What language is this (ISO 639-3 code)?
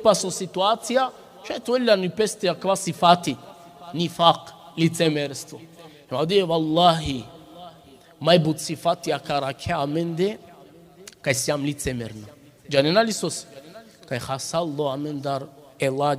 rmn